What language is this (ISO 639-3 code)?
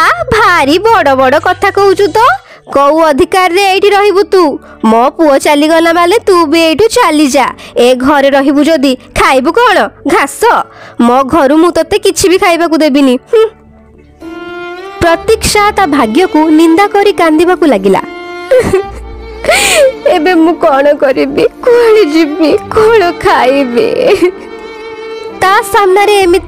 ori